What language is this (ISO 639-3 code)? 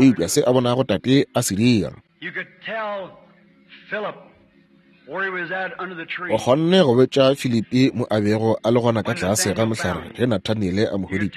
nso